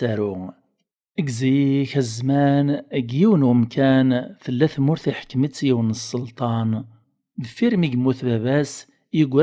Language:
Kabyle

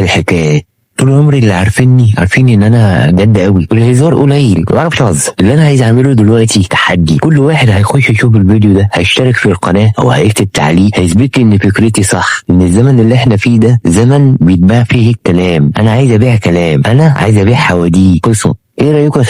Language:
Egyptian Arabic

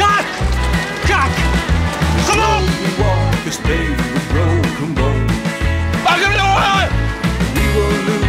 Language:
Western Frisian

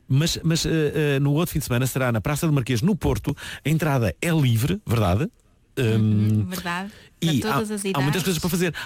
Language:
Portuguese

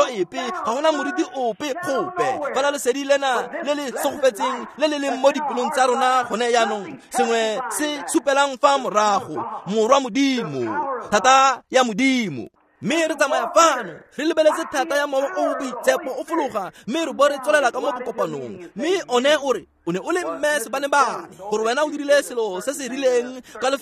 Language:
Tswana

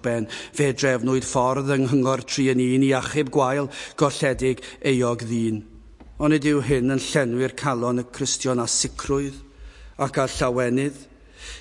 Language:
Welsh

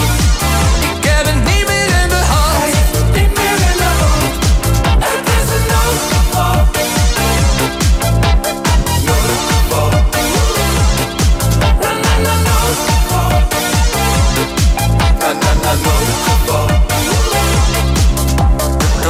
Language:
Dutch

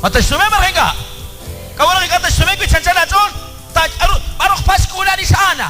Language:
Kekchí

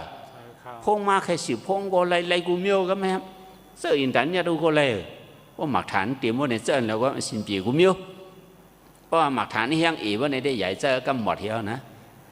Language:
Shan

